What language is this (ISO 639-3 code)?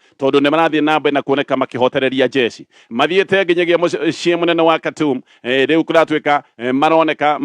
kik